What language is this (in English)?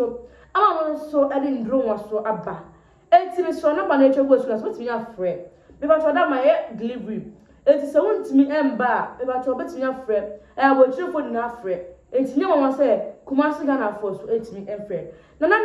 Akan